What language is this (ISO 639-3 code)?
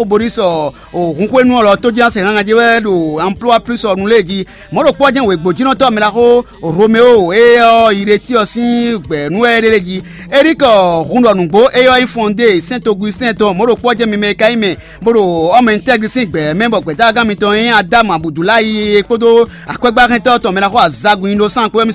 fon